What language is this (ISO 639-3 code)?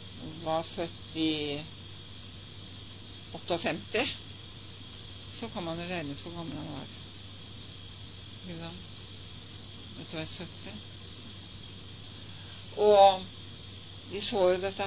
nor